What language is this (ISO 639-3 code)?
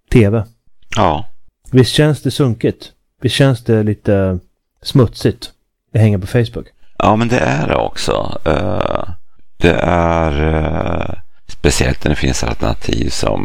swe